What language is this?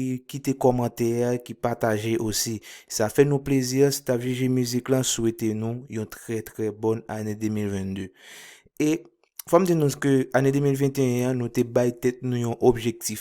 Haitian Creole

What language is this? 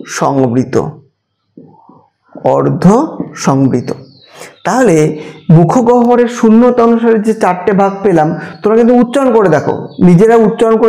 Bangla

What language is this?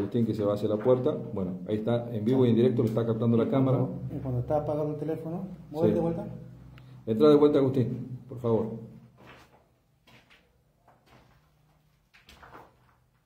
Spanish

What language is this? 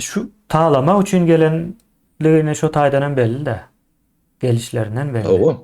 Turkmen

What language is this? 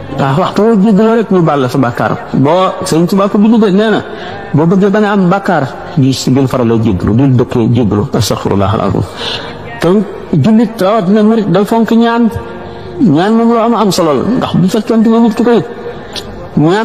Wolof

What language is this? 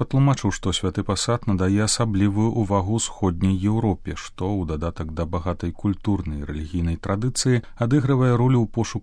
Belarusian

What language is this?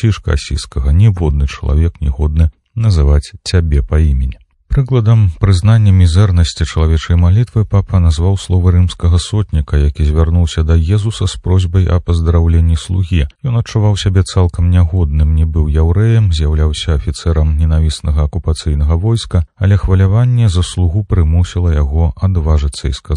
Belarusian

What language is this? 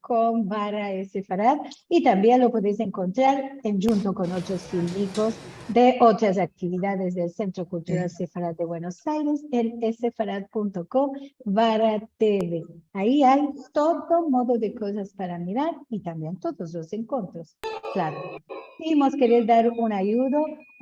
Ladino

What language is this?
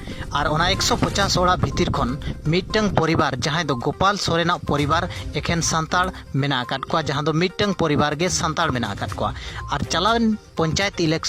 Santali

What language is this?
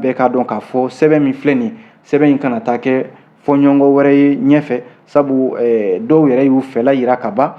Bambara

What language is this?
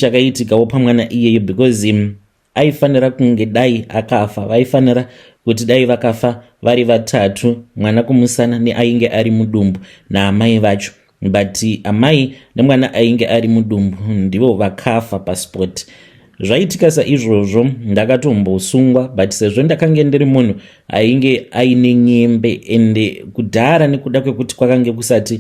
Shona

